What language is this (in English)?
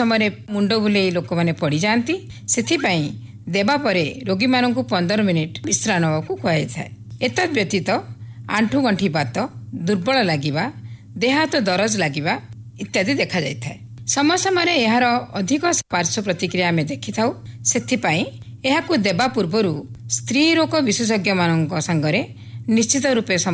Odia